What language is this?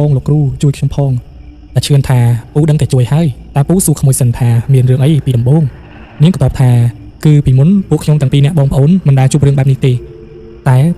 Khmer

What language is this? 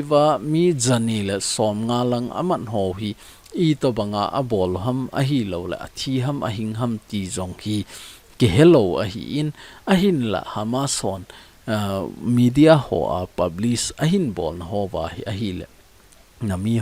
Thado Chin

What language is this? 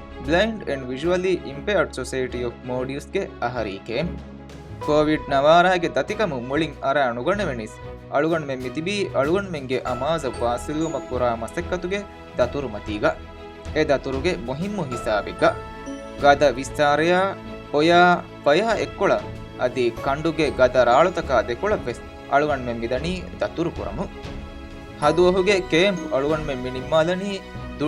Divehi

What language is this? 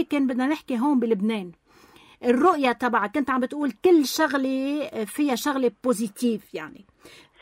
North Levantine Arabic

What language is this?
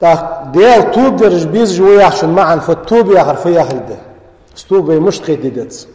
Ingush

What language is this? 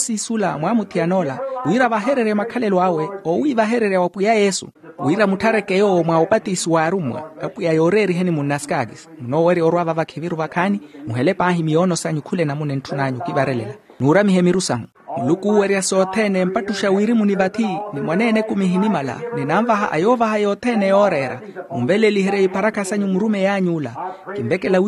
Makhuwa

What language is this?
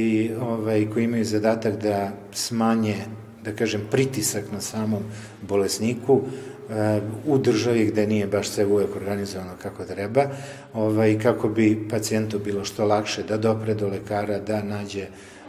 Serbian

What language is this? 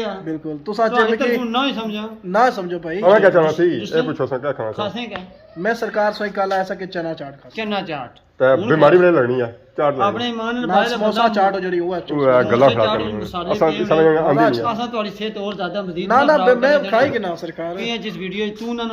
Pahari-Potwari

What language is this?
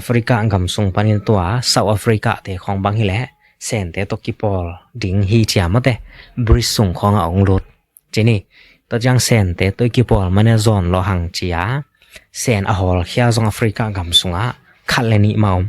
Tedim Chin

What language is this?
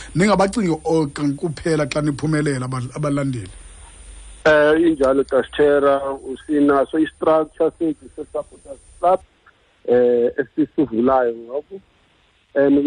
Xhosa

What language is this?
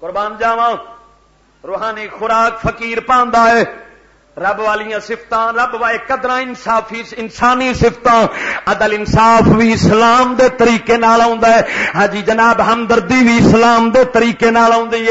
Western Panjabi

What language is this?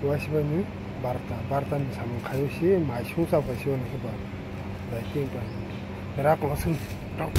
Kok Borok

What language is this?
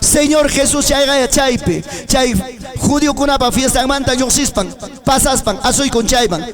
Ayacucho Quechua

